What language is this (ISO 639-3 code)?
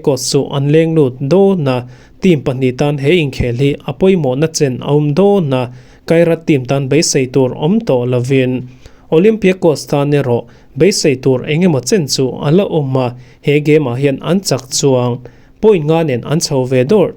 lus